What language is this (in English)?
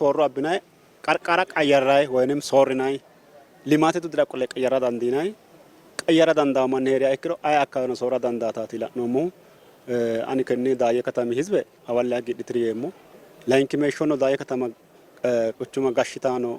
Sidamo